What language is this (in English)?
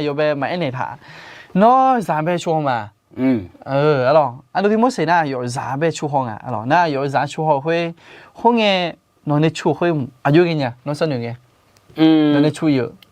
Akha